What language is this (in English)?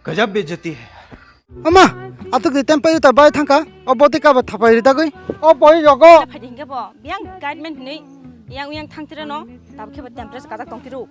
Kok Borok